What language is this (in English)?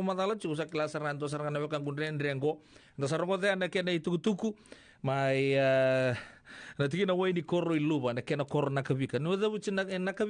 Fijian